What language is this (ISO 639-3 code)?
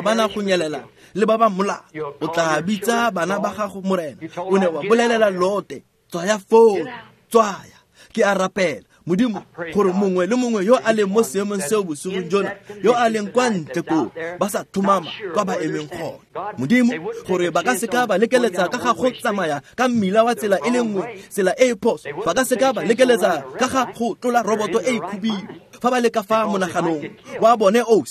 tsn